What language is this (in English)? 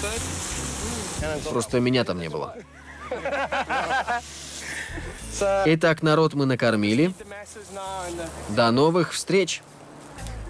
Russian